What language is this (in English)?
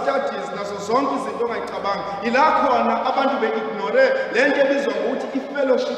Zulu